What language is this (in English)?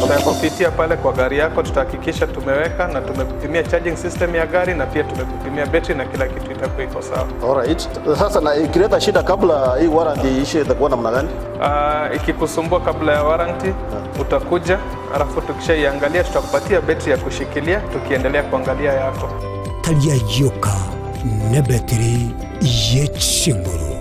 Gusii